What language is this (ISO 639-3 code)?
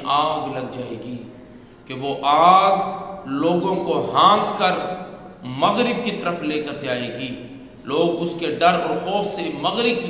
urd